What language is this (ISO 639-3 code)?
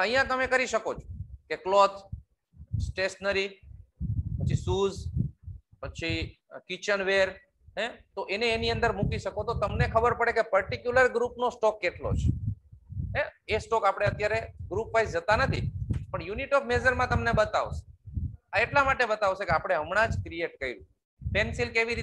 guj